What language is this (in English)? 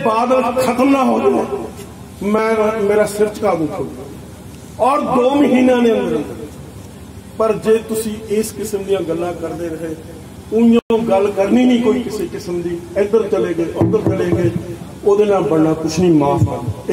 Punjabi